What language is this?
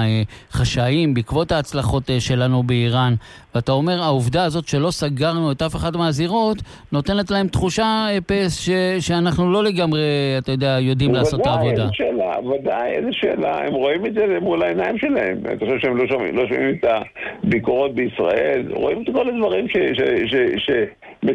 Hebrew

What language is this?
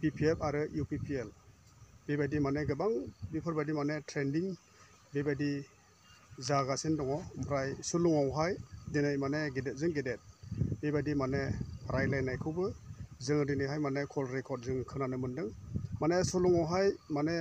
Bodo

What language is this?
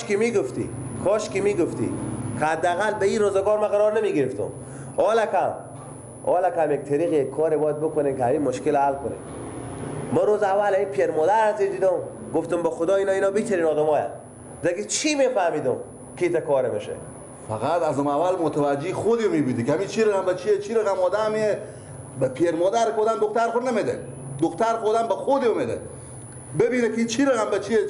Persian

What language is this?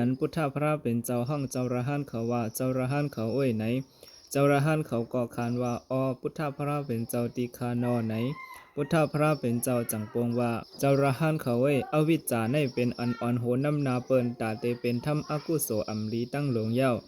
Shan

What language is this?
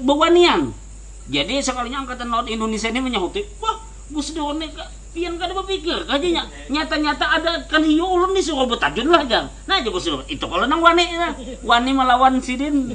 Banjar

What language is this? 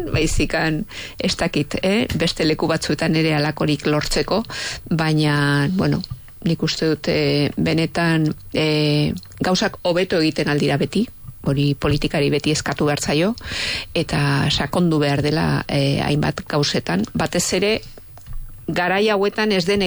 Basque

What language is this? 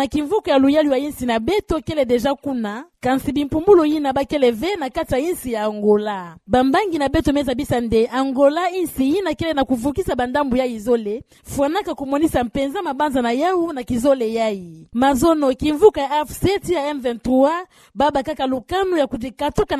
Kituba (Democratic Republic of Congo)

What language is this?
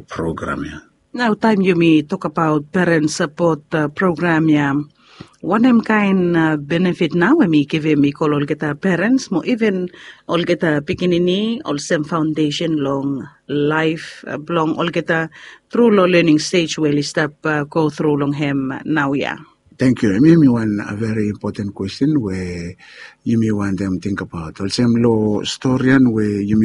Bislama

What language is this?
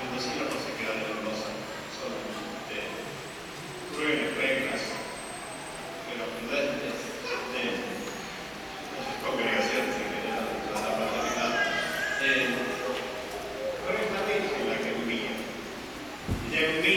Spanish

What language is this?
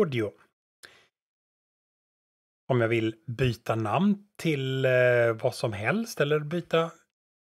Swedish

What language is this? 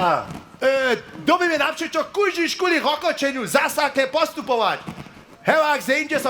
Upper Sorbian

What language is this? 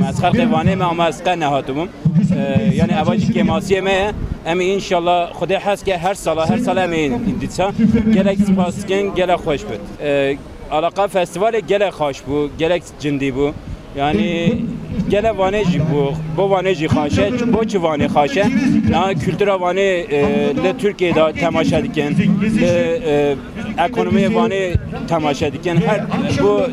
Kurdish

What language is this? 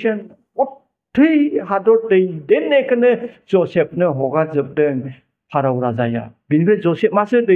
Bodo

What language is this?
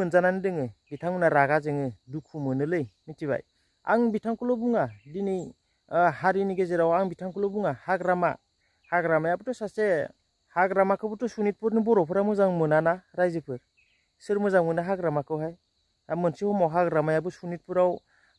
Bodo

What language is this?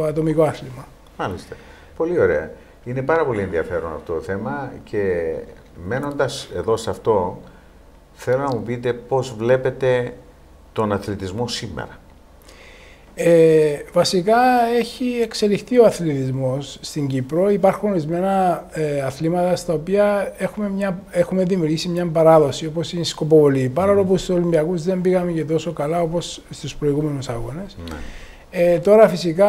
Greek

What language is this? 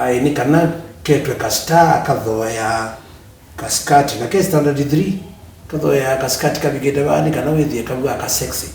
Kamba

